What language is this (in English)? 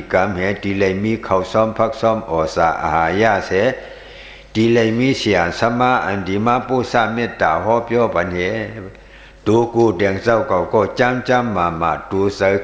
Shan